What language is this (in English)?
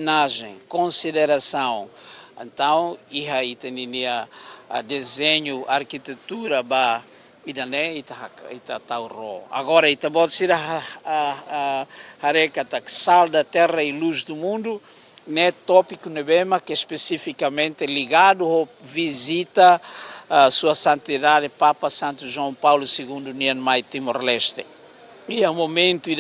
Tetum